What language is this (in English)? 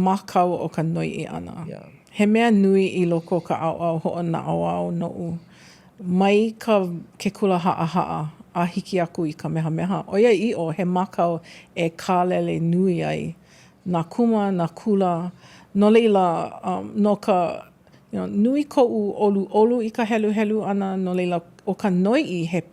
Hawaiian